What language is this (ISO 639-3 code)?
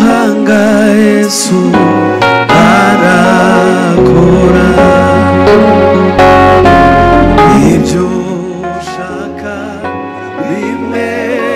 kin